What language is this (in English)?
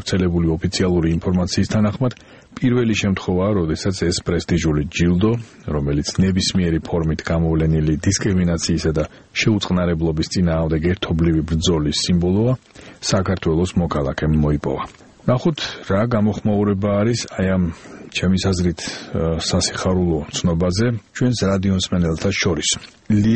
Georgian